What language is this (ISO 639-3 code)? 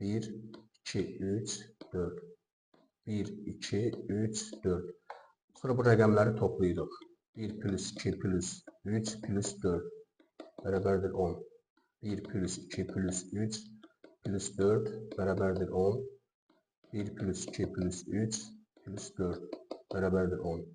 aze